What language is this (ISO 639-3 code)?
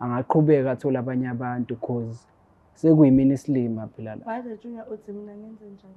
zul